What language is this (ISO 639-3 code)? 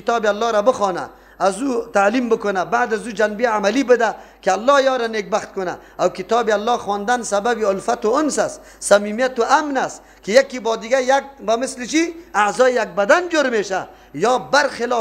fas